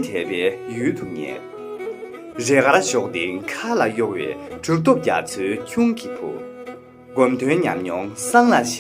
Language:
Tibetan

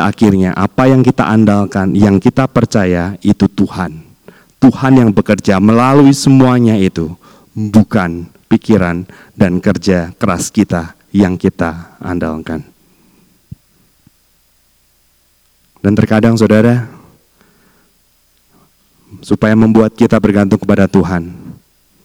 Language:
Indonesian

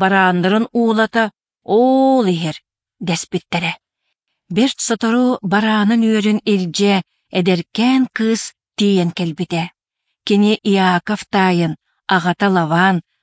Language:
Yakut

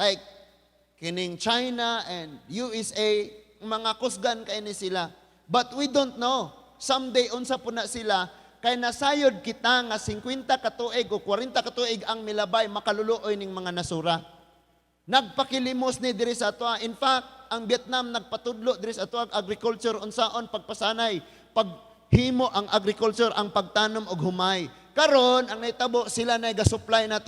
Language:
Cebuano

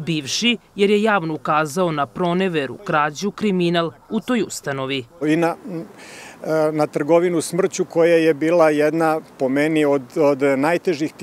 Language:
Serbian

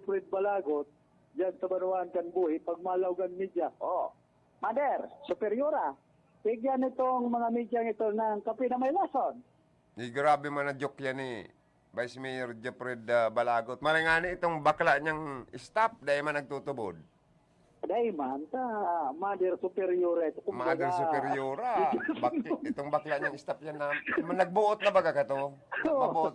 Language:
Bikol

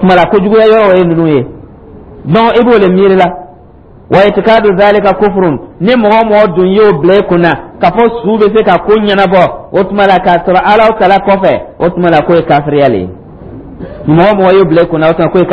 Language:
Dyula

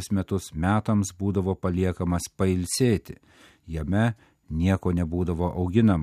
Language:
Lithuanian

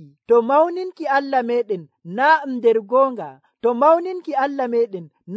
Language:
Nigerian Fulfulde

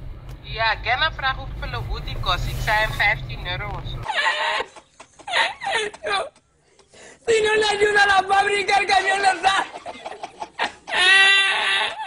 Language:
Dutch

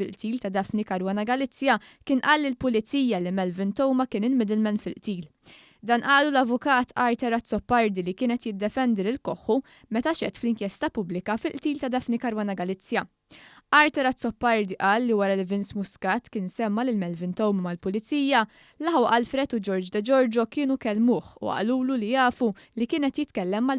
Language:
Maltese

